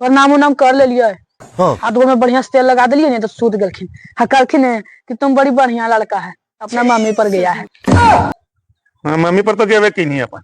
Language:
Magahi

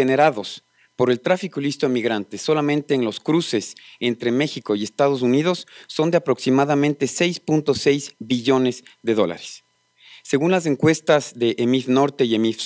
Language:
Spanish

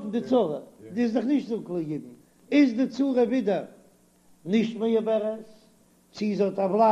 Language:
Yiddish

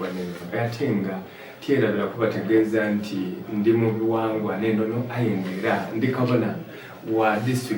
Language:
Soga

